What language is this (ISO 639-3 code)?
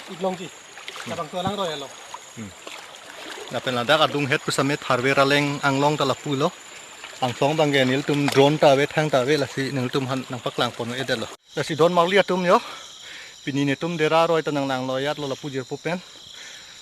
mjw